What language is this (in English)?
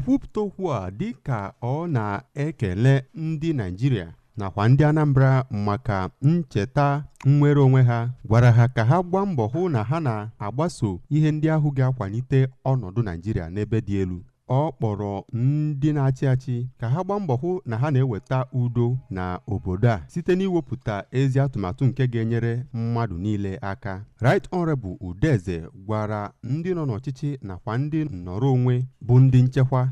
Igbo